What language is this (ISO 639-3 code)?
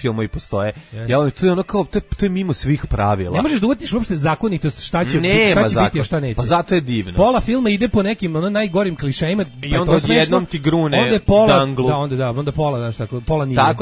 srp